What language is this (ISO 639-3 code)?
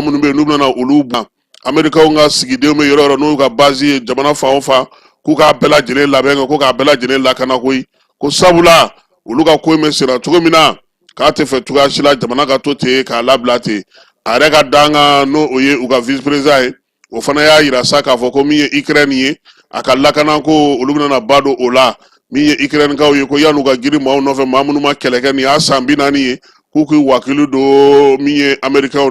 bam